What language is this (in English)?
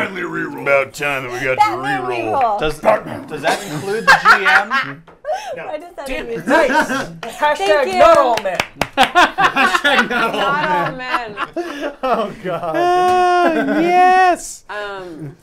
English